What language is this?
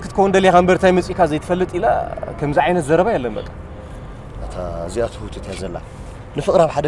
Tigrinya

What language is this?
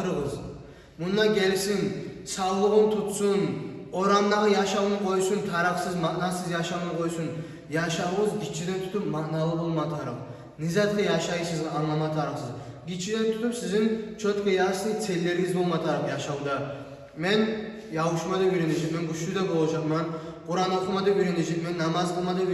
Kumyk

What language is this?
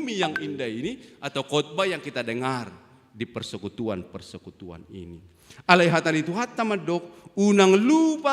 Batak Toba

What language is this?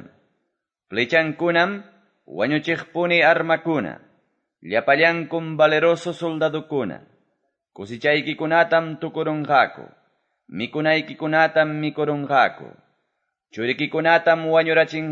Quechua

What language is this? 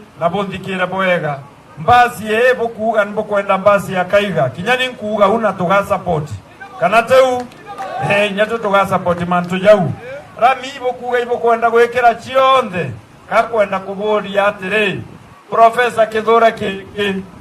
Meru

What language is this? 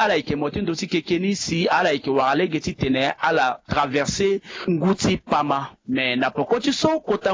Sango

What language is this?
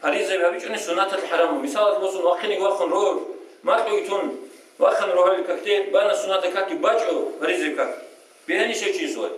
Avaric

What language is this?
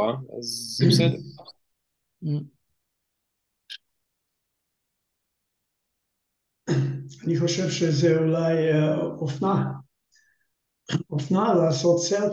Hebrew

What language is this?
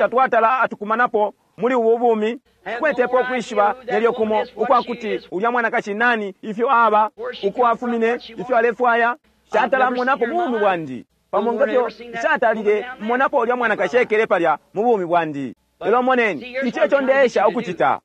Bemba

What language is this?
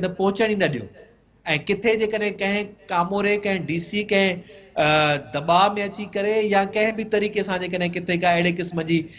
Sindhi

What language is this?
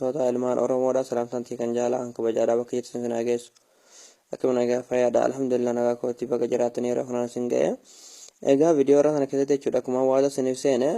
Oromo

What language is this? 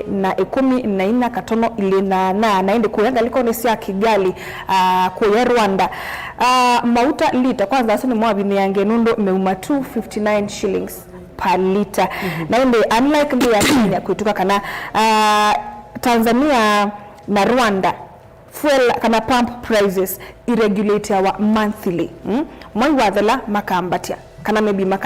Kamba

